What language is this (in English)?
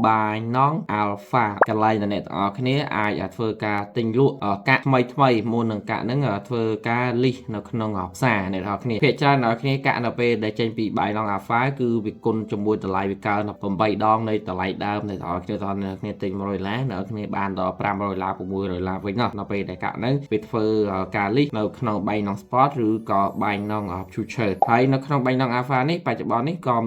Khmer